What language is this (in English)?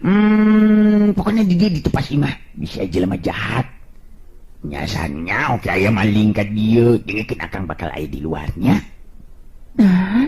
Sundanese